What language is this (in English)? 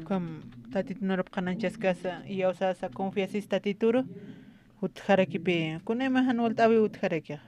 Aymara